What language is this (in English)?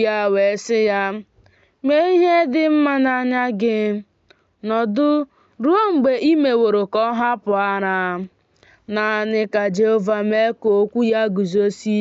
Igbo